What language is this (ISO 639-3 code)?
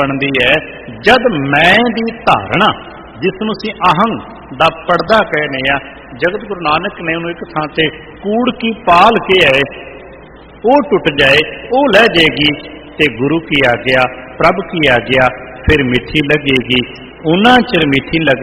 pan